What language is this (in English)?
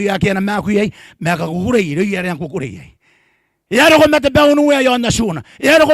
Gilbertese